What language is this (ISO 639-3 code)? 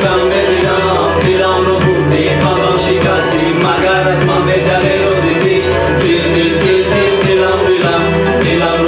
tgk